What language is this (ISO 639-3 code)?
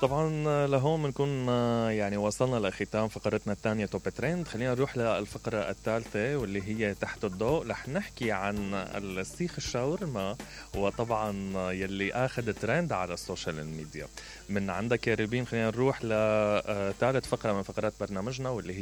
acm